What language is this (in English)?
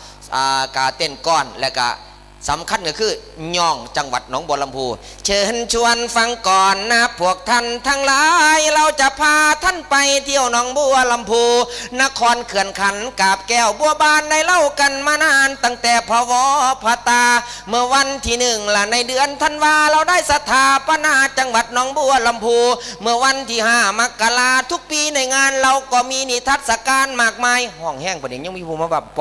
Northeastern Thai